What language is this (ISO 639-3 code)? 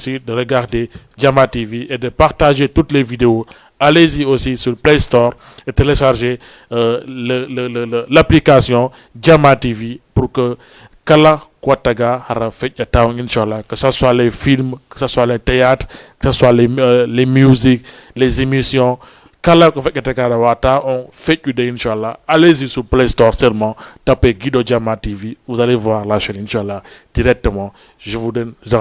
ful